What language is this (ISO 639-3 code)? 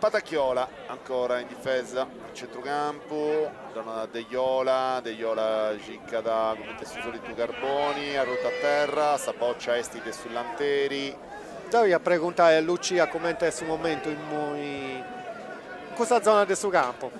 srd